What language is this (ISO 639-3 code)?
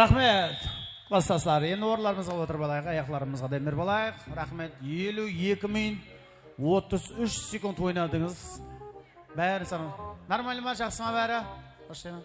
kaa